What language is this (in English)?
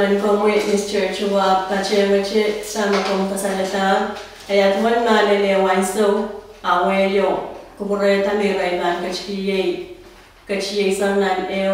Pohnpeian